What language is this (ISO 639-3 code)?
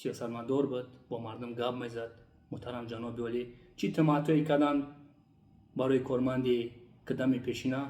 tgk